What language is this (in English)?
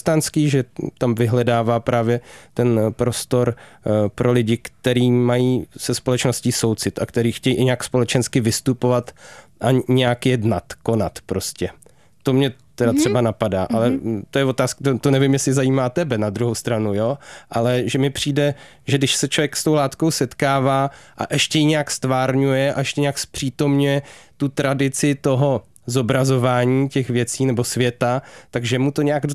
Czech